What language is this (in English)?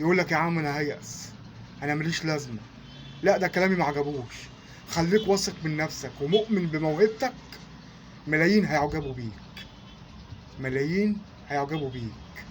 Egyptian Arabic